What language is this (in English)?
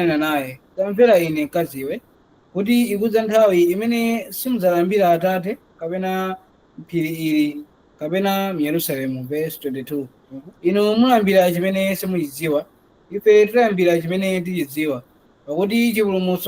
Nyanja